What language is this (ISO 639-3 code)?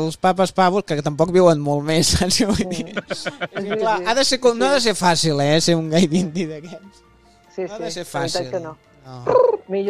cat